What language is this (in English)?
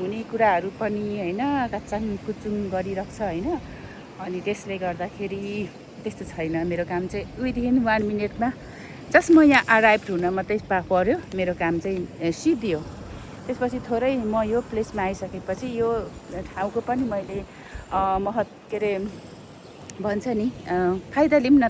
Nepali